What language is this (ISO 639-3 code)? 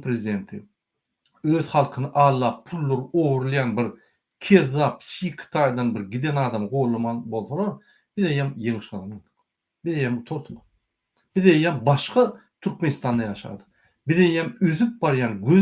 tuk